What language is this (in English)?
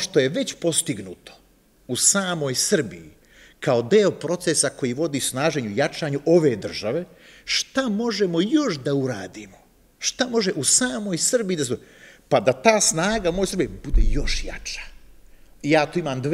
Serbian